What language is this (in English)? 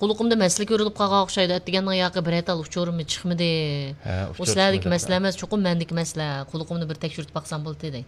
Uyghur